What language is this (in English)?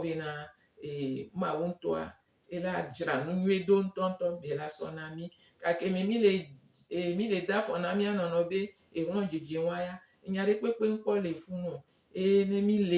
Gen